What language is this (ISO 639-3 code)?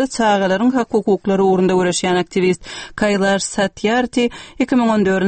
tuk